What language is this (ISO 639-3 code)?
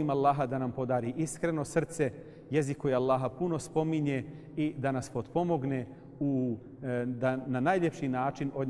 bos